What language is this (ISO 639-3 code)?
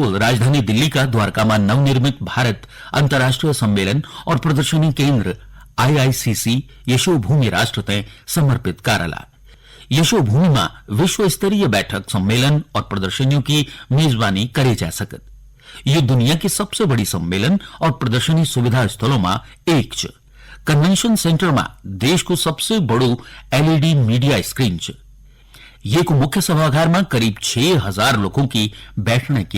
gbm